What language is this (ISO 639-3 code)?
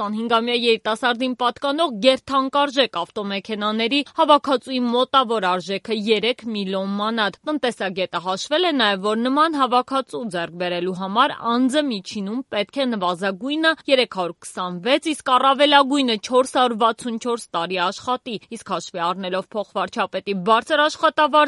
hye